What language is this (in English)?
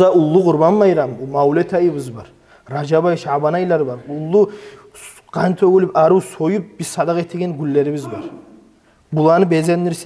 Kumyk